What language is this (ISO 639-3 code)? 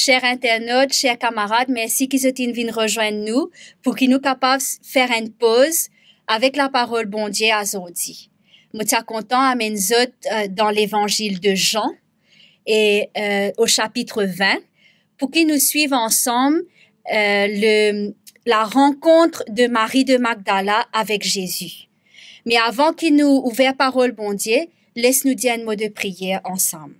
mfe